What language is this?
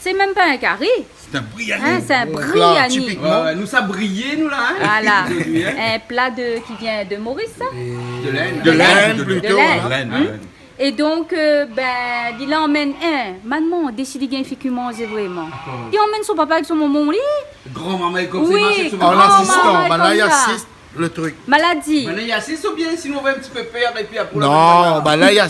Réunion Creole French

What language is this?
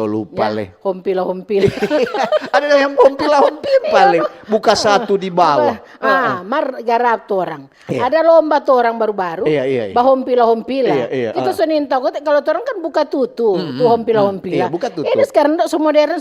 Manado Malay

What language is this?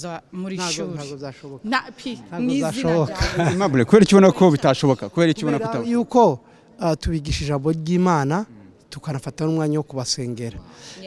Kinyarwanda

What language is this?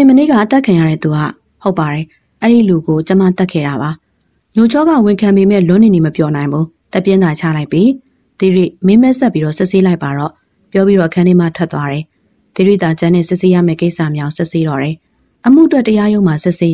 Burmese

